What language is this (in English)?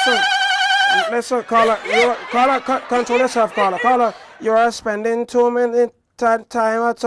Jamaican Creole English